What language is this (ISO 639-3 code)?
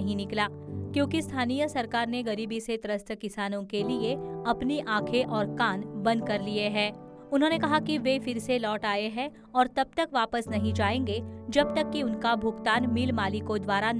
hin